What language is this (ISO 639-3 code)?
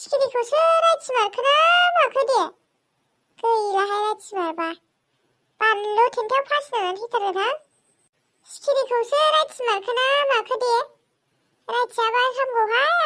brx